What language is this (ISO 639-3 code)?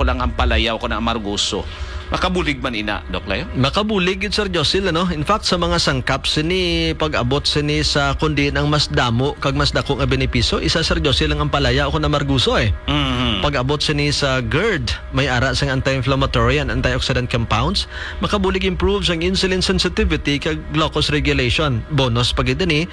hil